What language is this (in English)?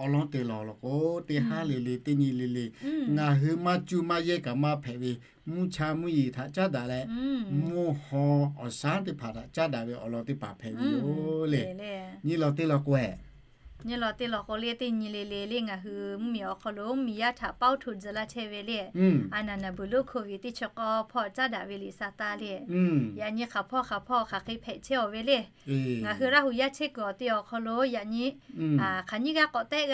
Lahu